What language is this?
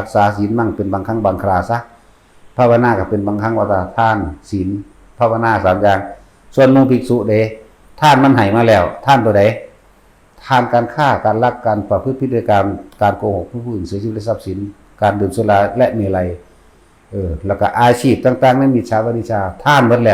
Northeastern Thai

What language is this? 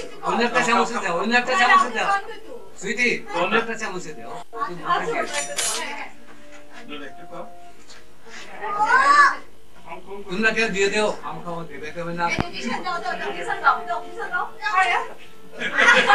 Bangla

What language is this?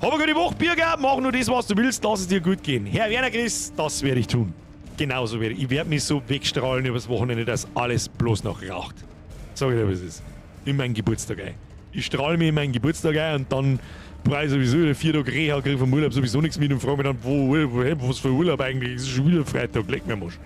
Bavarian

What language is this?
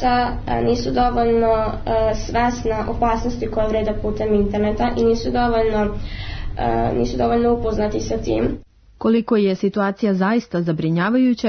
Serbian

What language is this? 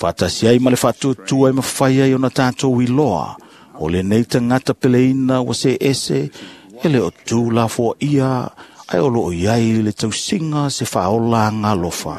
Samoan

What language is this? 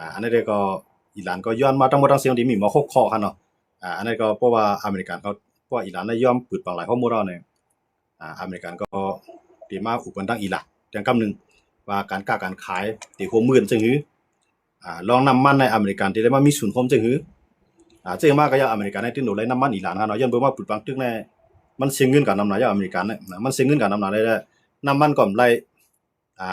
Shan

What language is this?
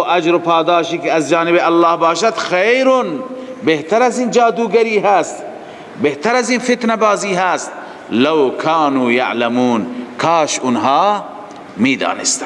Persian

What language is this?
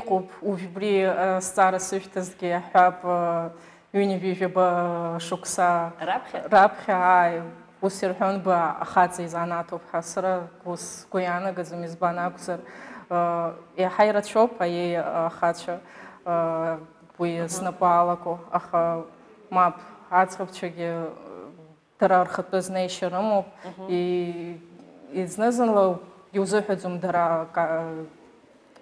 Abkhazian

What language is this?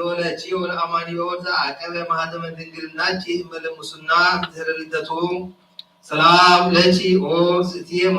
Geez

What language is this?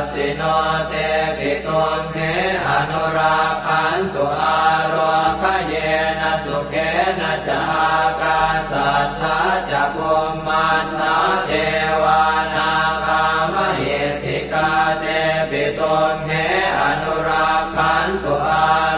Pali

